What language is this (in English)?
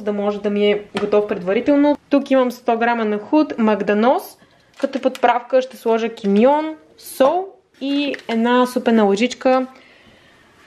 Bulgarian